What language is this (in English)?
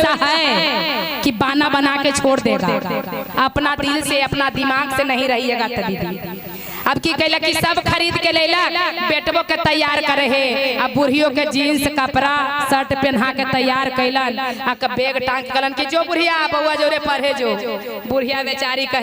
Magahi